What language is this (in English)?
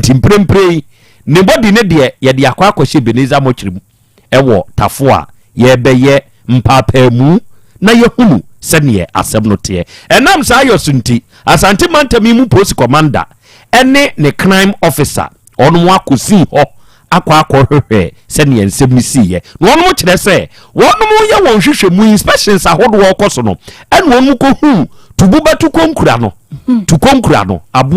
Akan